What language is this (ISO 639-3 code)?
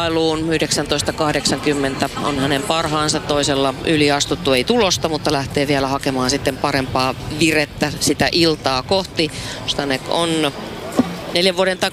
fin